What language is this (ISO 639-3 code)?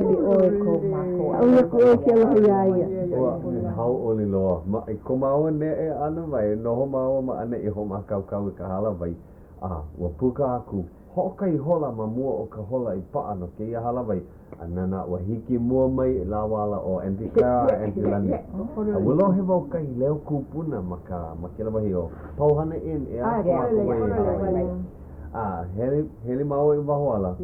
haw